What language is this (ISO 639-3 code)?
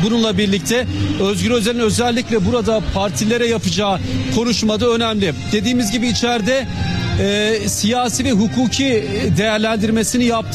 tur